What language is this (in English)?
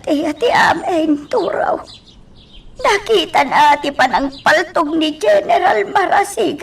Iloko